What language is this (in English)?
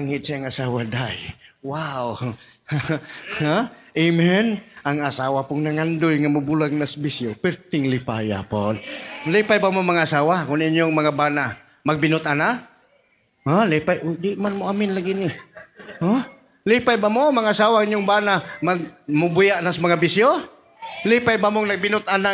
Cebuano